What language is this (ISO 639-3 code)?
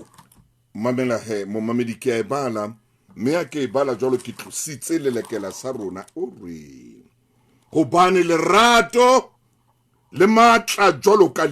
sot